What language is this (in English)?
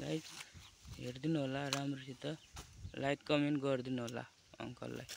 Nepali